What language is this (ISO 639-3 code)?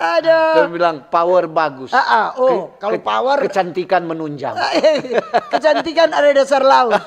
xmm